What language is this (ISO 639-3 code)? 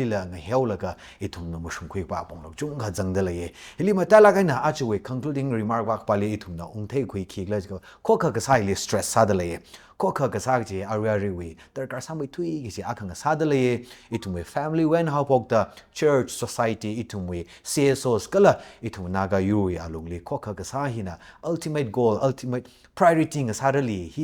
nmf